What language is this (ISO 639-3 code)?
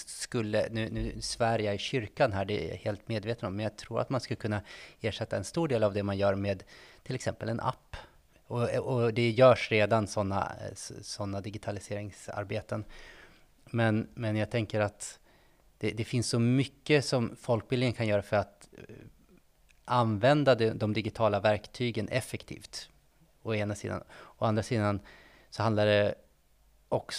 swe